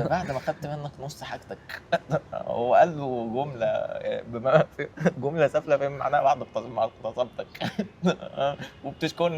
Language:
Egyptian Arabic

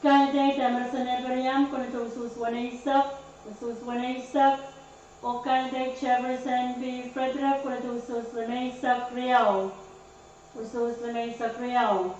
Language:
Pohnpeian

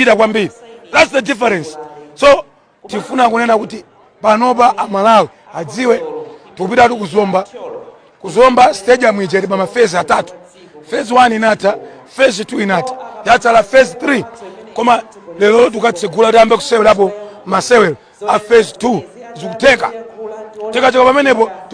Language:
Nyanja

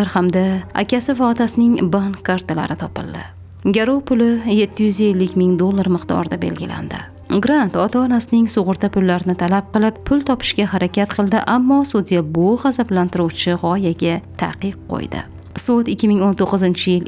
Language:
Uzbek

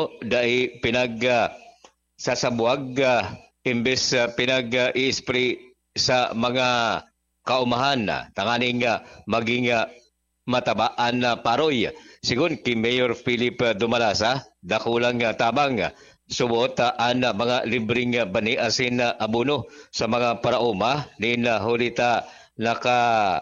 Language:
Bikol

